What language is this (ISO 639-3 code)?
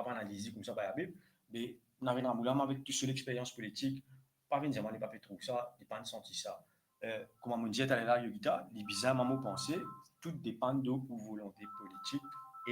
mfe